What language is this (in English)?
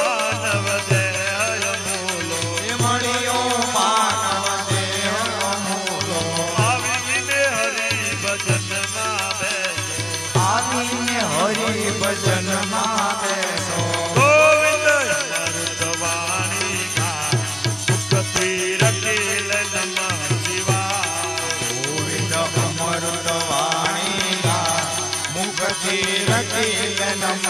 Gujarati